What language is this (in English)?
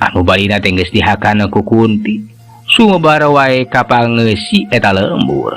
Sundanese